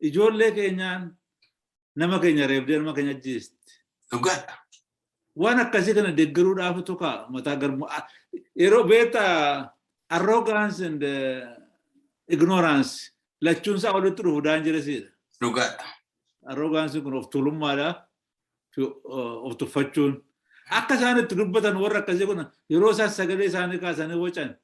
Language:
Oromo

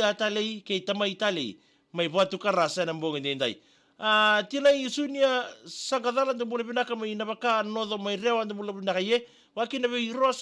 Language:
Fijian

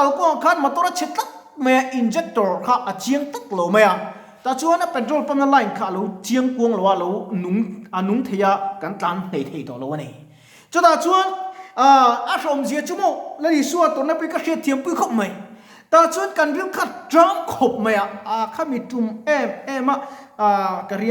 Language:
Mizo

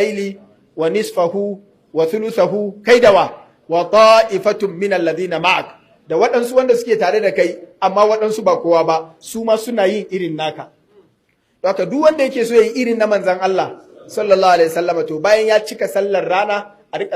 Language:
Hausa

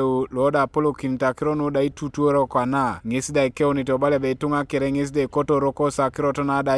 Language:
Teso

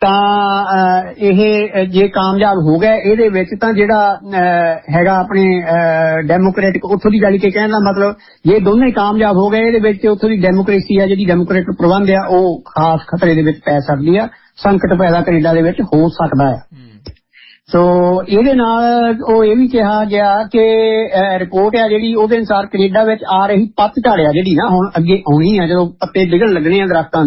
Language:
Punjabi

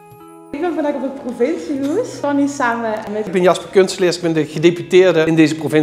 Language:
Limburgish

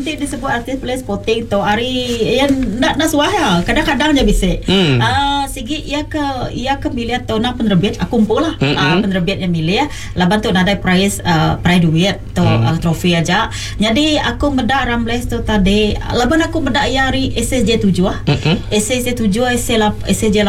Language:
Iban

